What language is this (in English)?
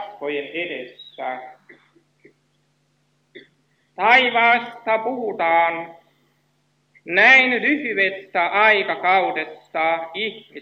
Finnish